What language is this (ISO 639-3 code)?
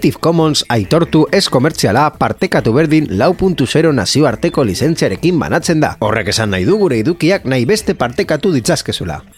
eus